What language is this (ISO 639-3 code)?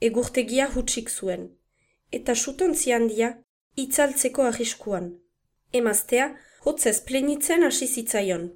eus